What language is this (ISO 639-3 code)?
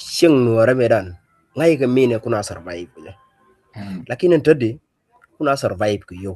nus